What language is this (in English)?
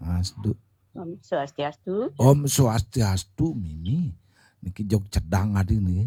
Balinese